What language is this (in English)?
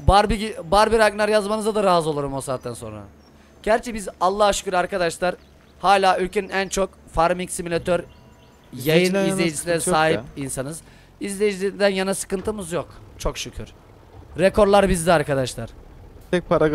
Turkish